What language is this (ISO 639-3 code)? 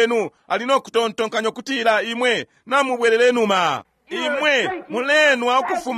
bem